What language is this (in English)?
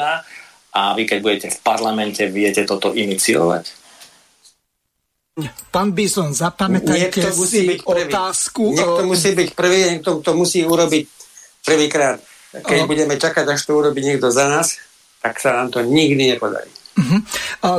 Slovak